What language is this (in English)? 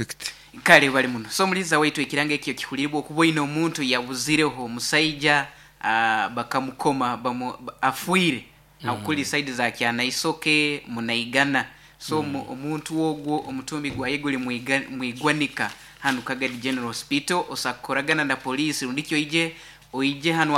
Nyoro